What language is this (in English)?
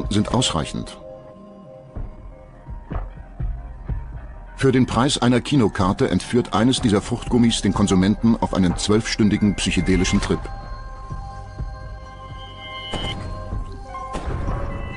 German